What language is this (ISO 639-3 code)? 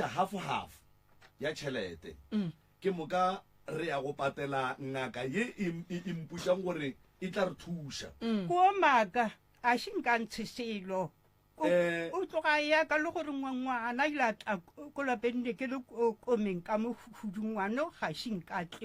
nso